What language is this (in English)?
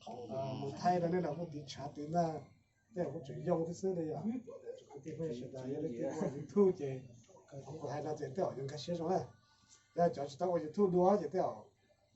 Hmong